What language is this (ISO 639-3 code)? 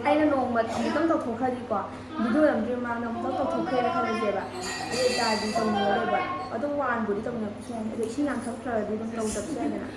mni